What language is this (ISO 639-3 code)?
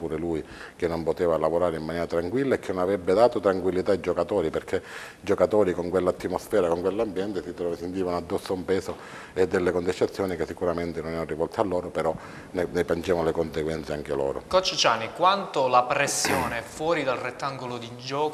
ita